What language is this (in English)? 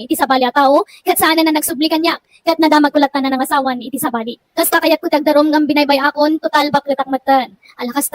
Iloko